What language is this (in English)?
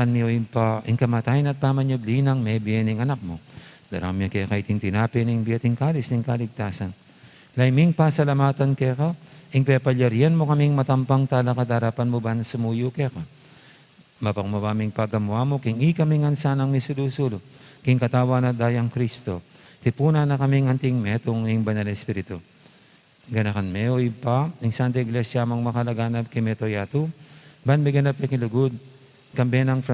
Pampanga